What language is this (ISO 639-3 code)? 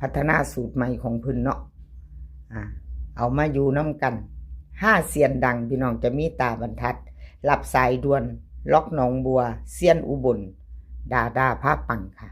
tts